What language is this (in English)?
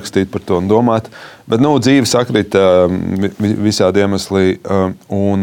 Latvian